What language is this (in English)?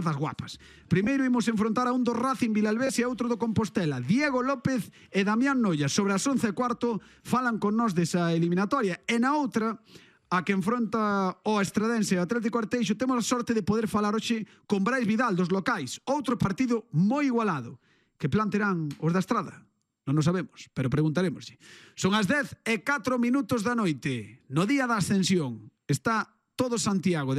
Galician